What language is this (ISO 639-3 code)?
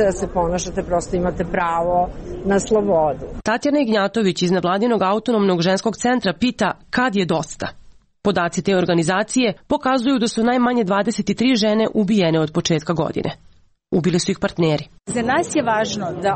srp